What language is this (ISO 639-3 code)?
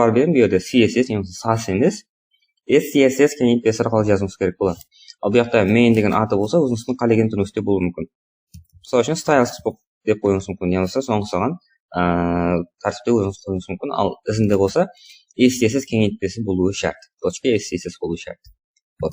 kaa